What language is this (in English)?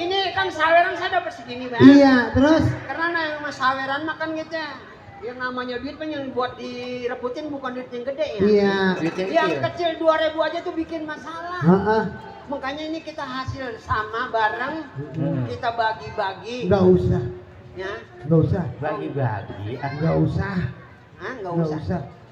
Betawi